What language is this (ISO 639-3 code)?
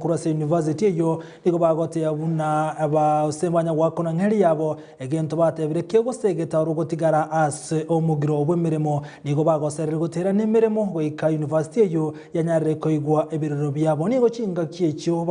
guz